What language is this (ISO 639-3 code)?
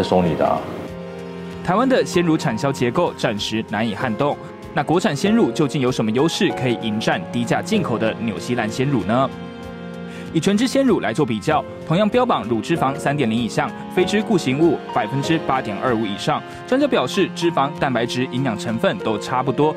zho